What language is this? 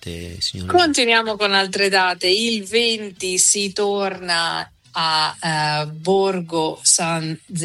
Italian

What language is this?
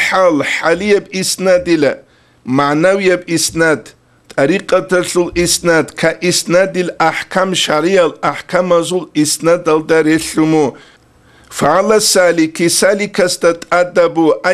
Avaric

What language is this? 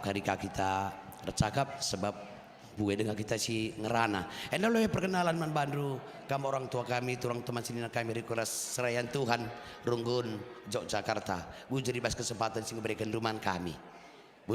Batak Karo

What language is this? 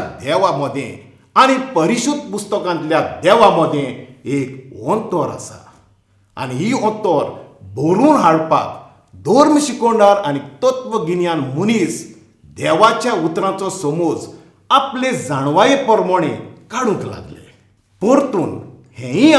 Konkani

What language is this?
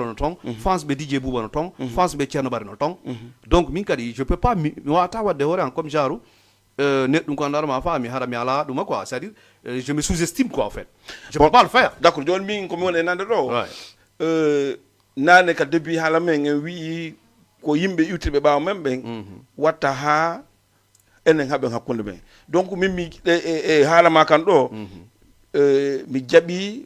Fula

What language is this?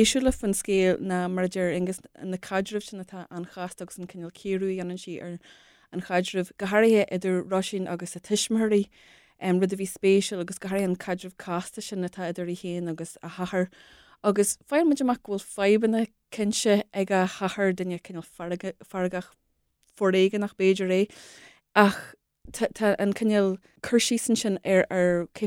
Irish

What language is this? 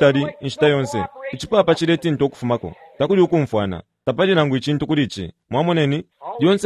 Bemba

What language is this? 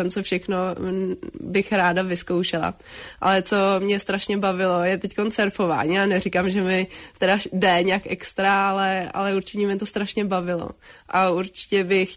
Czech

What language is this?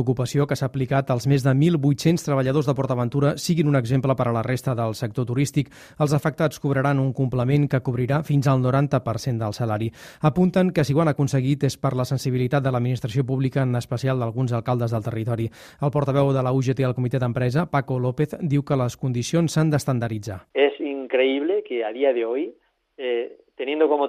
Catalan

